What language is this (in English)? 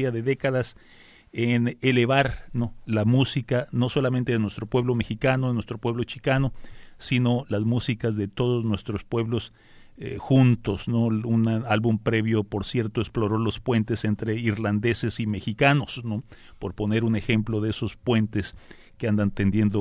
Spanish